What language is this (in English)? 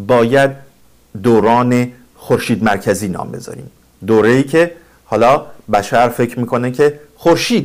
Persian